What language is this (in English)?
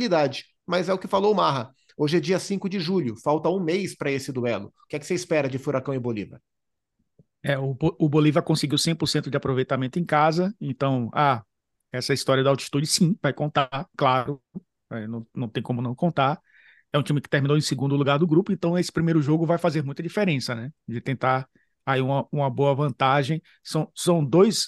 Portuguese